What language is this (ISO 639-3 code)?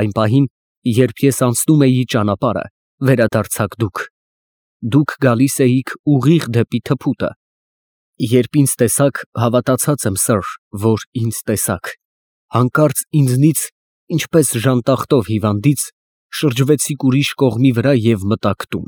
hye